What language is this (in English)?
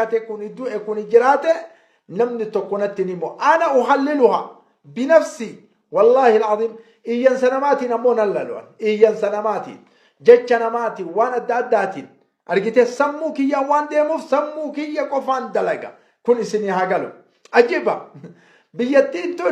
Oromo